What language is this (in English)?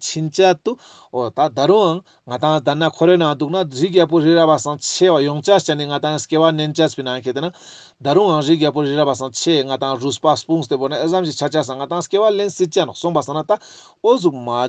Ladakhi